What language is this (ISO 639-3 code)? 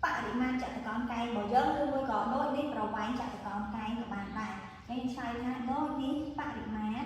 khm